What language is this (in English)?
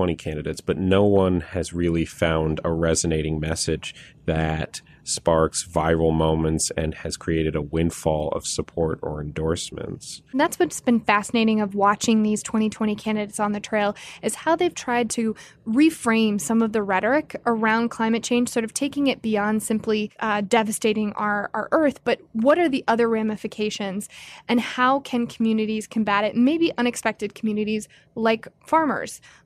English